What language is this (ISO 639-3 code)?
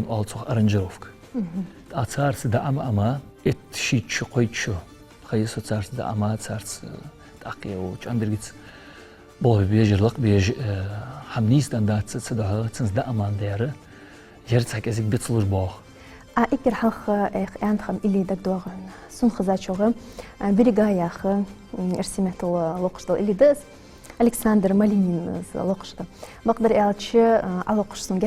inh